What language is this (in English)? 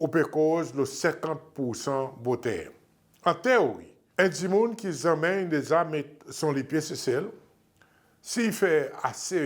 Seselwa Creole French